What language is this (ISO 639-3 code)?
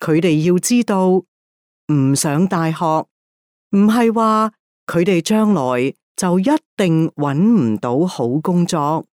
yue